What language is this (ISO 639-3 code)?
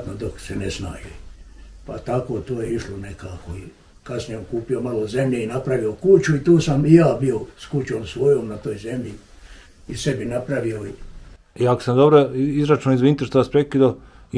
bos